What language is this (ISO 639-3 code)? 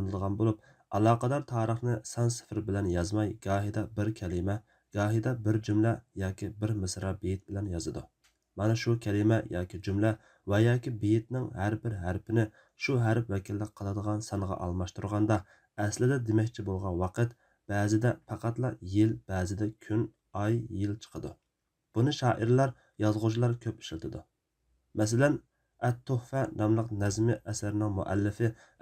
uig